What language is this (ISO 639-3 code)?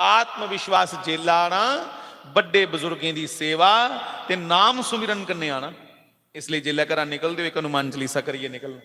doi